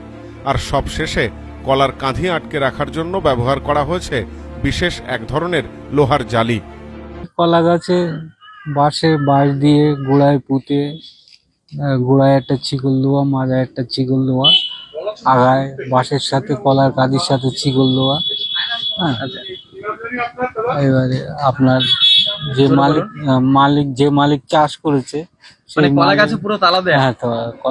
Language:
Bangla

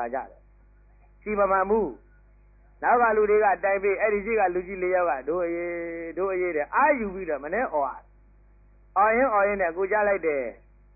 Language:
Burmese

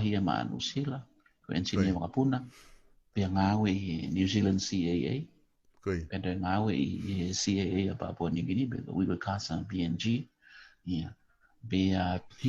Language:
Tongan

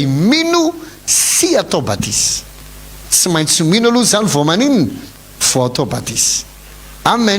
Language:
Malagasy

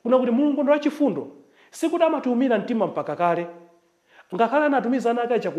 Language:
Nyanja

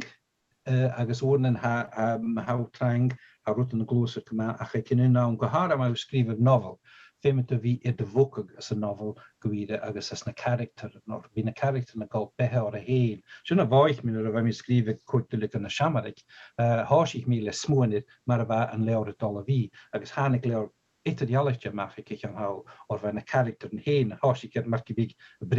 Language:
Scottish Gaelic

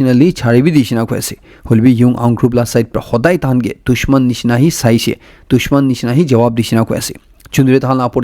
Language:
Naga Pidgin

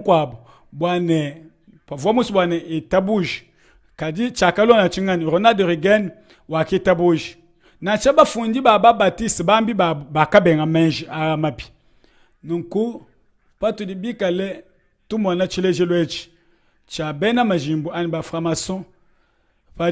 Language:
Luba-Lulua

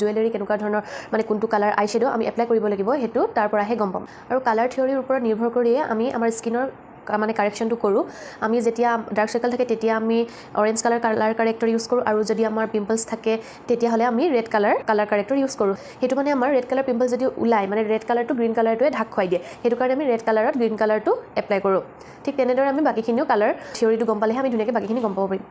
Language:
Assamese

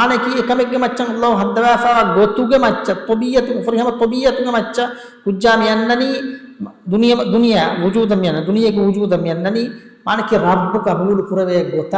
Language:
Divehi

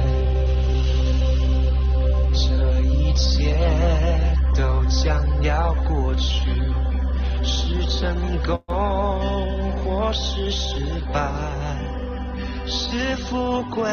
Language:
Chinese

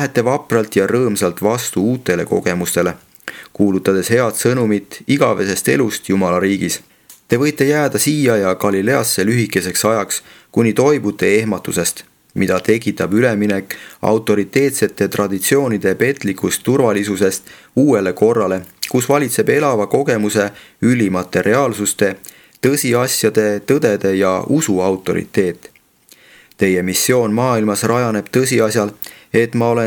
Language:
Estonian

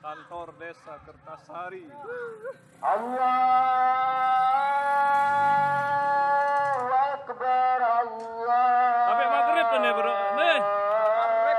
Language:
Sasak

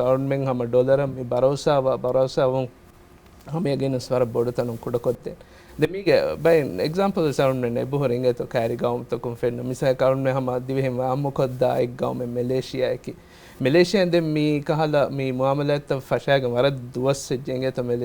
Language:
Divehi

